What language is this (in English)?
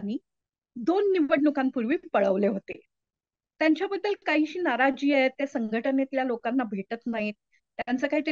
Marathi